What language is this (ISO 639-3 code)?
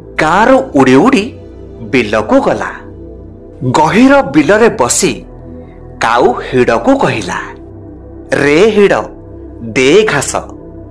ori